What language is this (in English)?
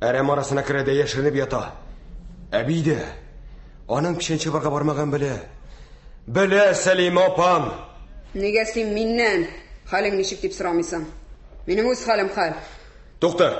Tatar